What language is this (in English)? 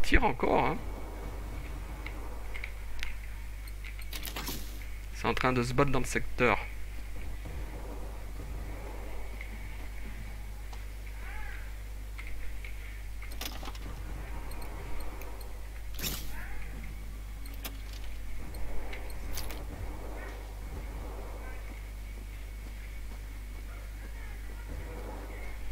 French